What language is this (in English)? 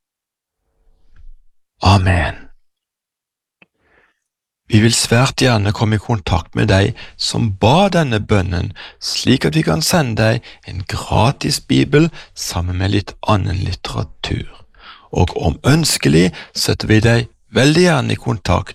Norwegian